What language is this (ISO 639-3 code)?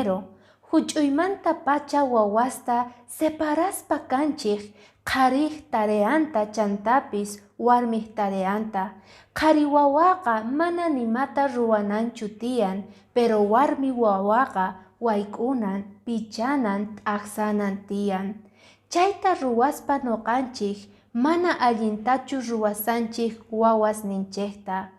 que